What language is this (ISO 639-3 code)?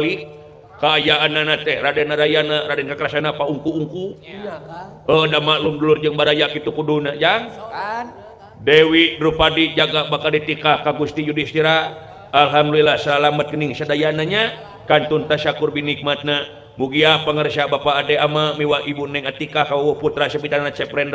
sun